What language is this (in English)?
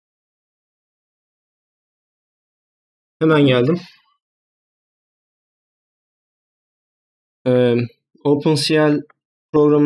Turkish